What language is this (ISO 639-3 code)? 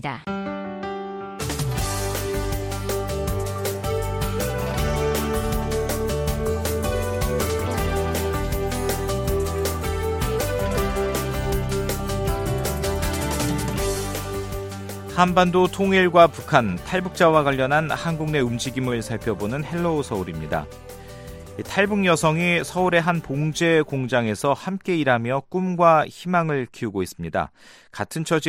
kor